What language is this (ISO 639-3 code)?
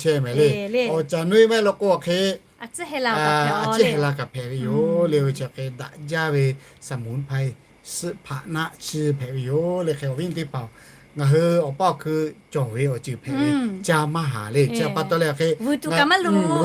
lhu